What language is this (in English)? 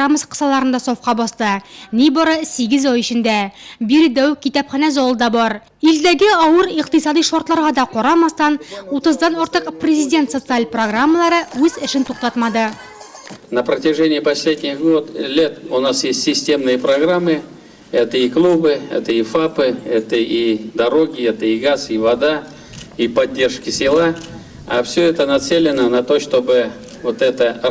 Tatar